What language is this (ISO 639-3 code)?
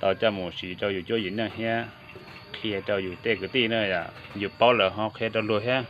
hmn